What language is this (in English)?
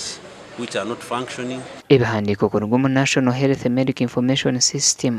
Nyankole